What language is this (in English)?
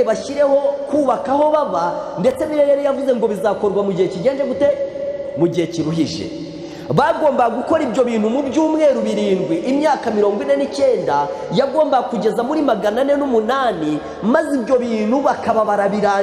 Kinyarwanda